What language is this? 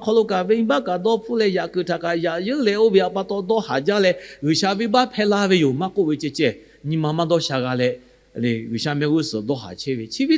Lahu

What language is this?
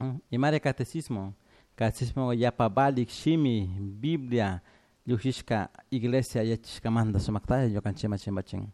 Chimborazo Highland Quichua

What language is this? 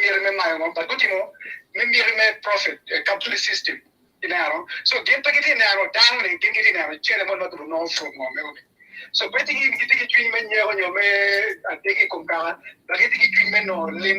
Acoli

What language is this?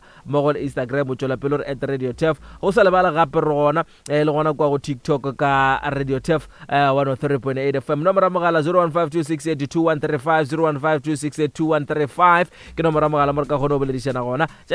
Northern Sotho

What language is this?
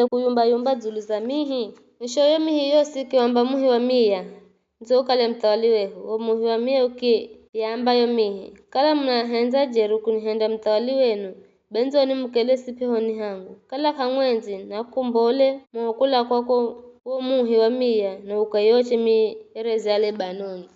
Giryama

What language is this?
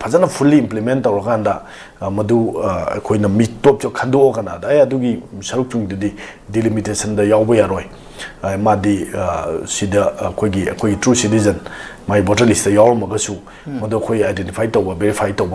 Manipuri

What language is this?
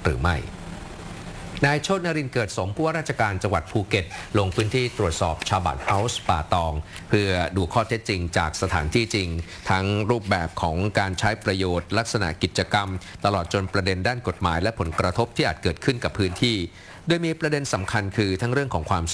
Thai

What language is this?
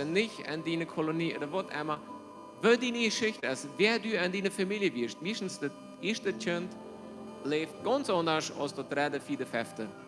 Plautdietsch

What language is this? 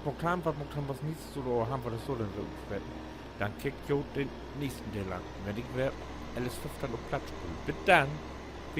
Low German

